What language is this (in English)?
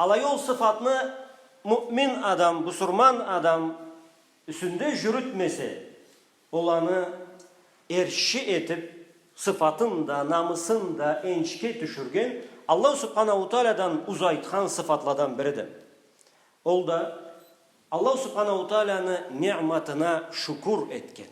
Karachay-Balkar